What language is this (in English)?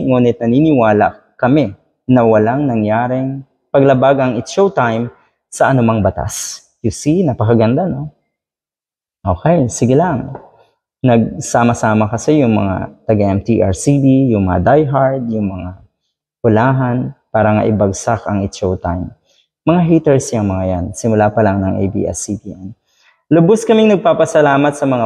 Filipino